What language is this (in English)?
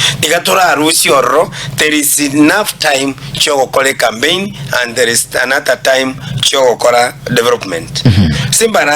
Gusii